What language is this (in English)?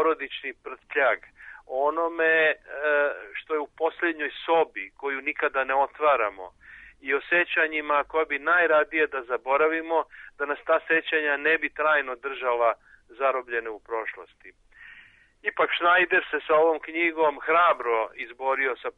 Serbian